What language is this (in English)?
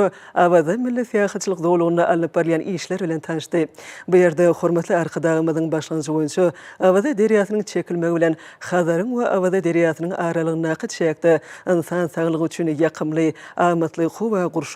Turkmen